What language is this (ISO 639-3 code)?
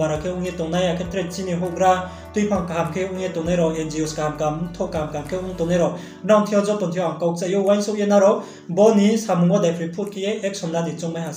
ria